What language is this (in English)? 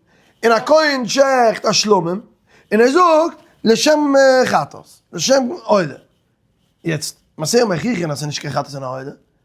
Yiddish